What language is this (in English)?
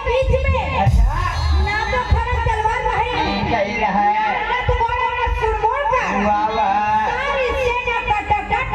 Chhattisgarhi